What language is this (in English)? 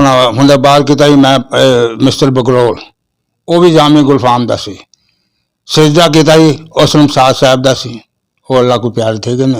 Western Panjabi